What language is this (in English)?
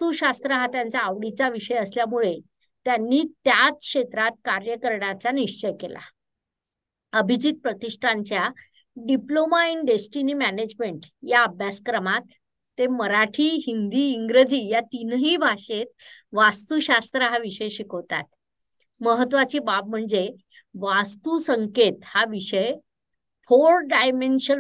Marathi